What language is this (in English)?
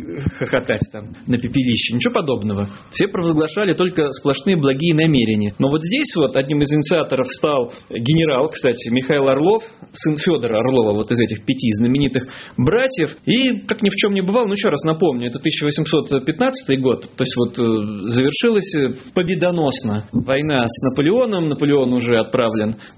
Russian